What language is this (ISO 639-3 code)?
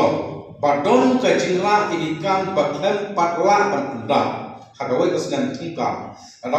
kha